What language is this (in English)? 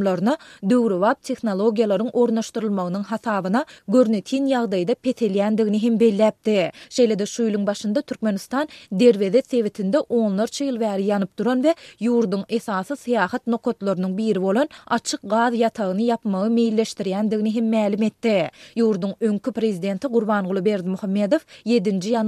Turkmen